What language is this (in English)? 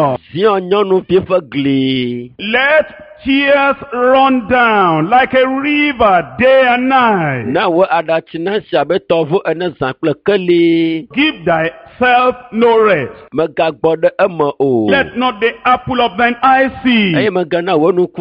Ewe